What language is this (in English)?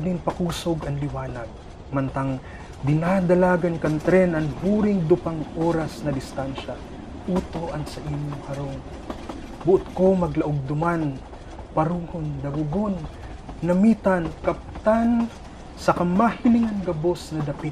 Bikol